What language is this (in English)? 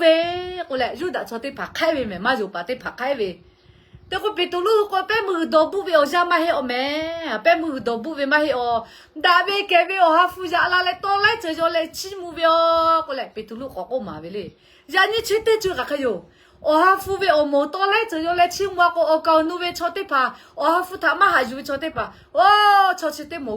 Lahu